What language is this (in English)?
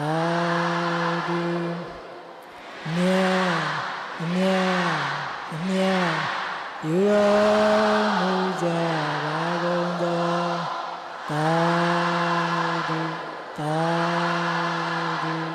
Burmese